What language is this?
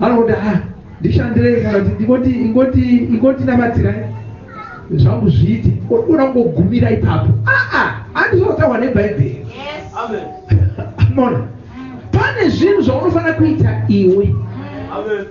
Shona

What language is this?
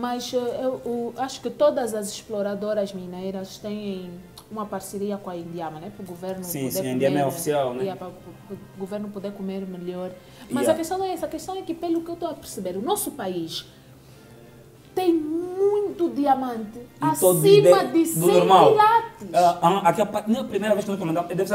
Portuguese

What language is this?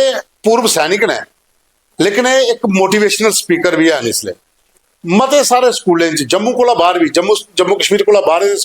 Dogri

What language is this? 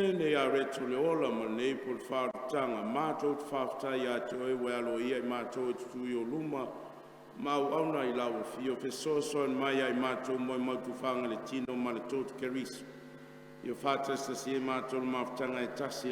Samoan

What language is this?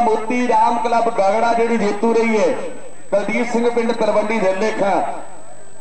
Punjabi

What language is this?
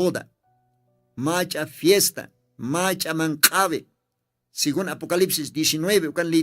Aymara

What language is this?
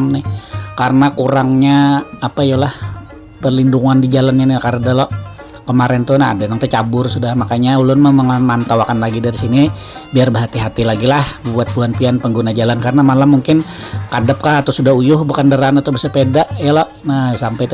Banjar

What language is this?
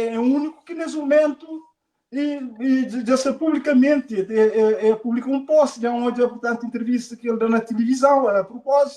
Kabuverdianu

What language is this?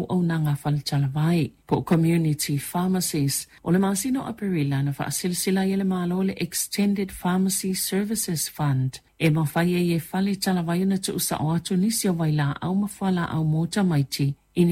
Samoan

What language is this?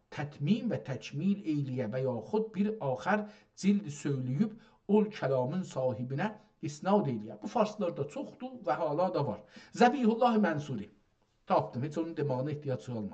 South Azerbaijani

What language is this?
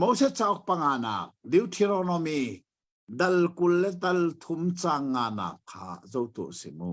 Hakha Chin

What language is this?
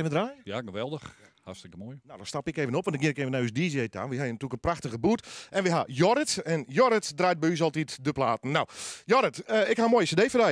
Western Frisian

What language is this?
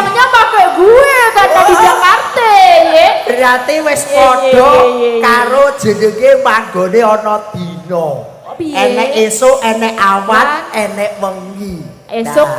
Javanese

